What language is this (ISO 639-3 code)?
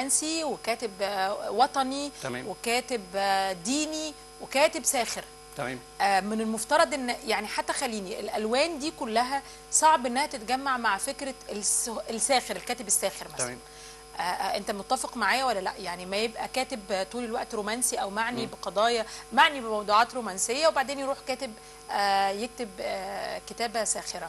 arz